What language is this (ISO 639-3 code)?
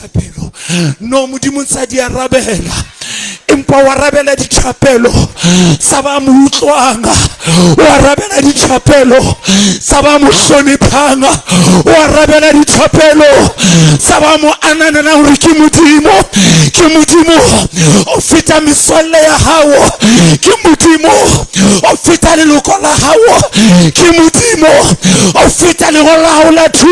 sot